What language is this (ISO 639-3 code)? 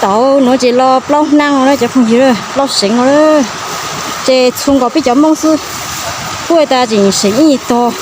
hmn